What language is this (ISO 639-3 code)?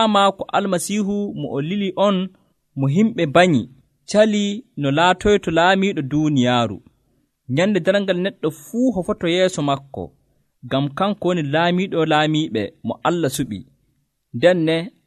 fuv